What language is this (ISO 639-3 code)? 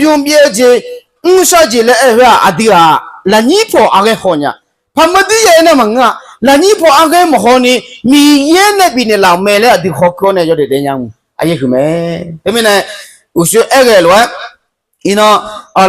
ahk